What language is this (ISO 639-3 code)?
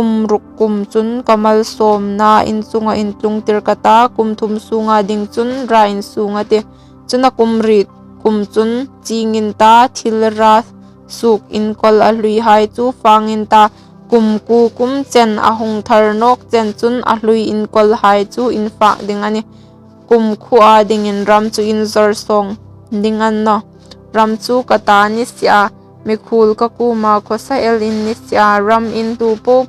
hmr